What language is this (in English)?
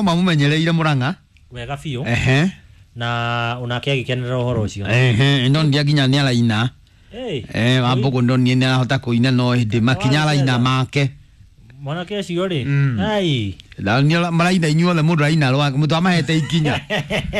Kikuyu